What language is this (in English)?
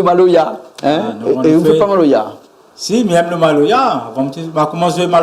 Réunion Creole French